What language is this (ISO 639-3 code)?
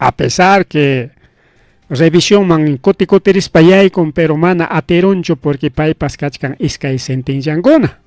quy